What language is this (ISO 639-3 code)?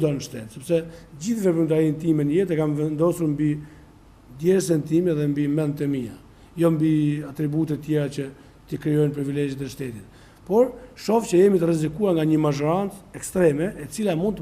sqi